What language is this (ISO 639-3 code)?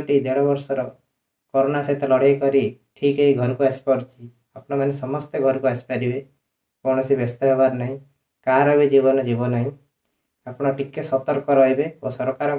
ori